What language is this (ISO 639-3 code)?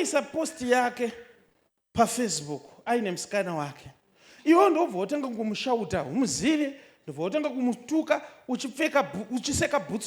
sna